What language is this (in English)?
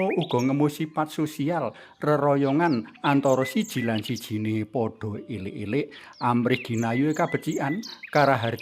Javanese